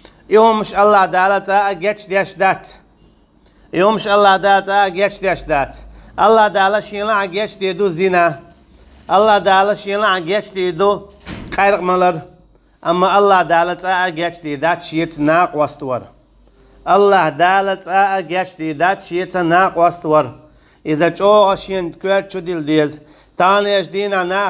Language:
Chechen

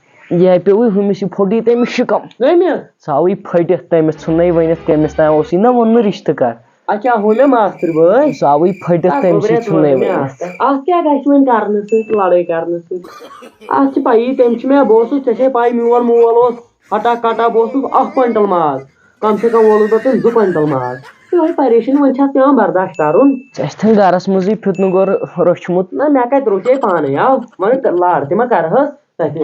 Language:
Kashmiri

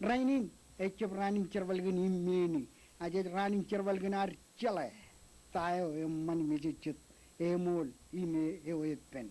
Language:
Marshallese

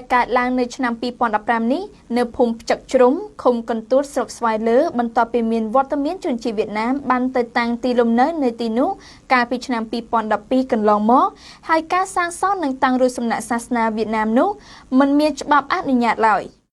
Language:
Khmer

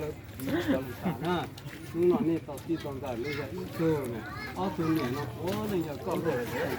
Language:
Hmong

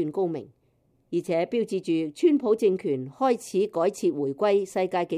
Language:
Cantonese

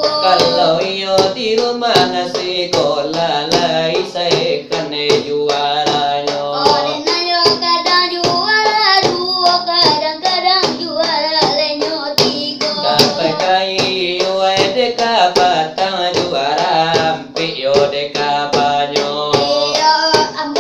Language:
Minangkabau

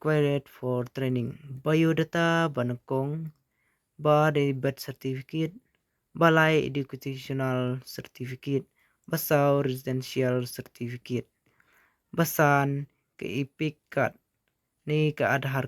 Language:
Khasi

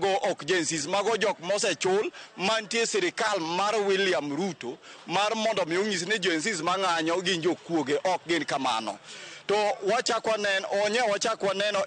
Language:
Luo (Kenya and Tanzania)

